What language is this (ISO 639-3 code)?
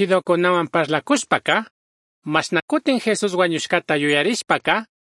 qug